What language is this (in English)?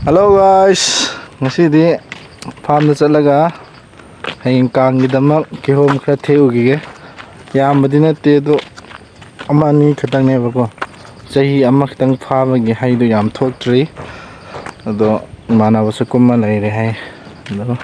Manipuri